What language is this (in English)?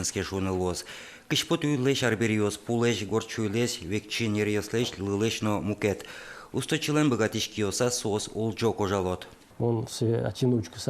Udmurt